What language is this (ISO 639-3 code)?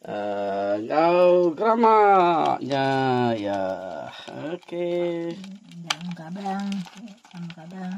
iba